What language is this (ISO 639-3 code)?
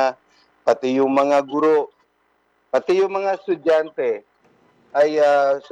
fil